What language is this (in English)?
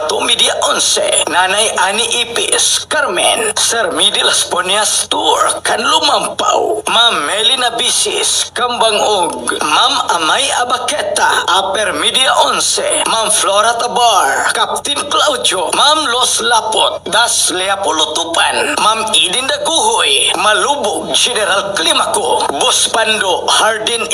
Cebuano